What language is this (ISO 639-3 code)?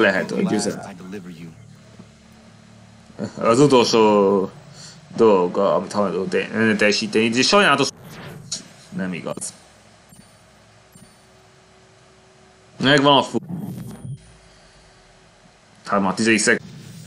hun